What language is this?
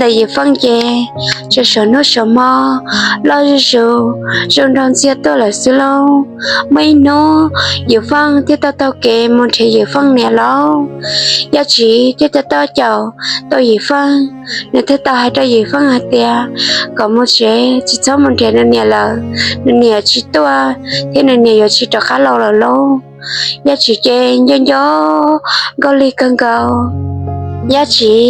Hmong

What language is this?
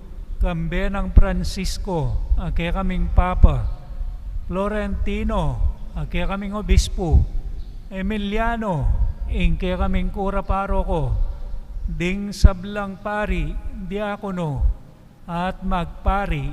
Pampanga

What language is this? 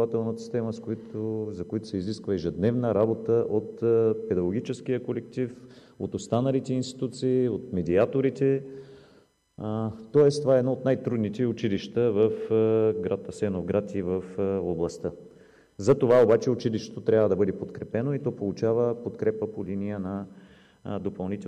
Bulgarian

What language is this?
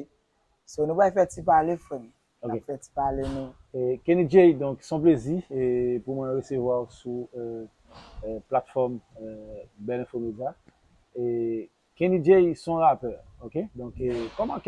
Haitian Creole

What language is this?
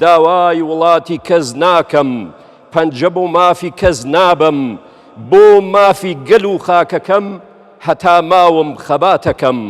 Central Kurdish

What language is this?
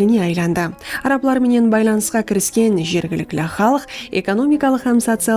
Kara-Kalpak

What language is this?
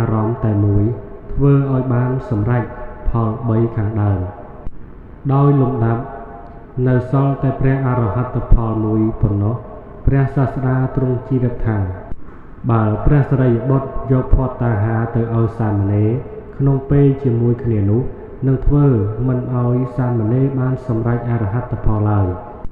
Khmer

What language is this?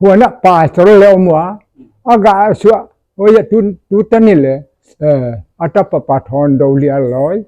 Paite Chin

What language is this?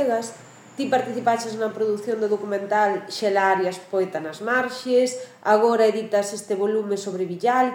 Galician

